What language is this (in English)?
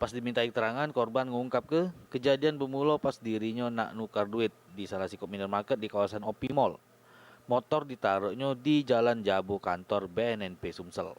Musi